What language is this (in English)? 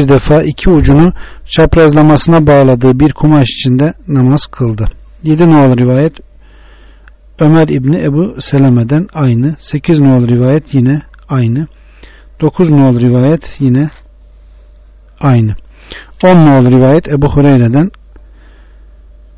Turkish